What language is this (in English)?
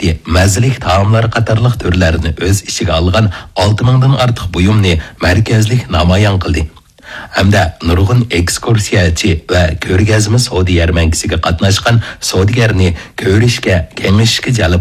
Uyghur